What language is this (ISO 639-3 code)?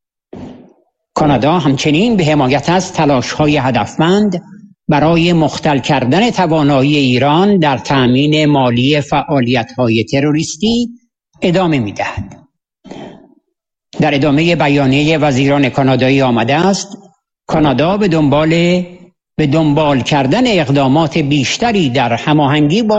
fas